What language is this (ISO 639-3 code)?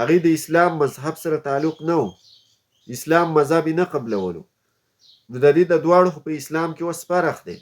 pus